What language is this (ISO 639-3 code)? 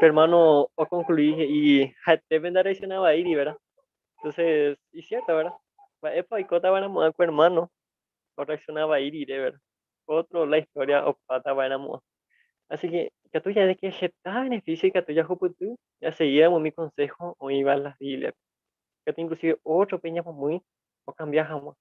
grn